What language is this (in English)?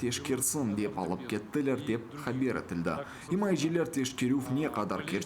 Crimean Tatar